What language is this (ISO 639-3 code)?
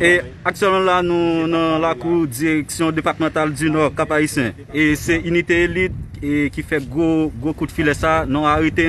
hat